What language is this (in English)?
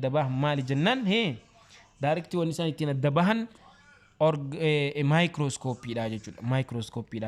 Oromo